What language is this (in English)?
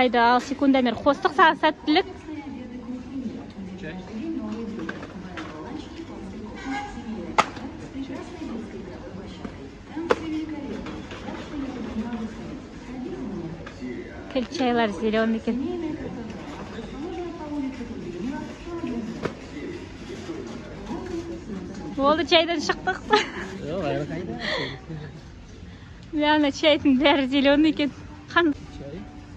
Kazakh